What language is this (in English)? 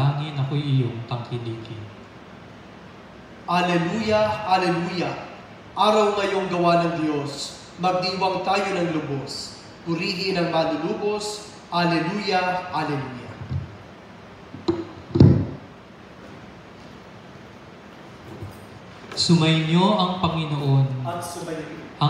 Filipino